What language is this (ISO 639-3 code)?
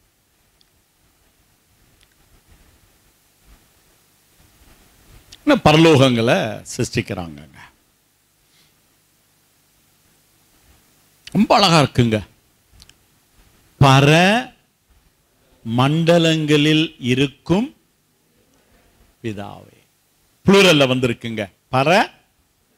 tam